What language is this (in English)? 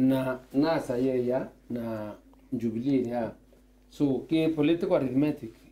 Meru